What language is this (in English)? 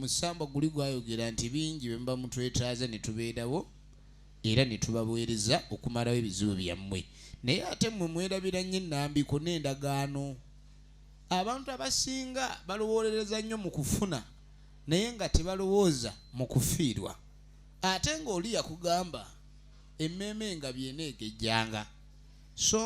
Ganda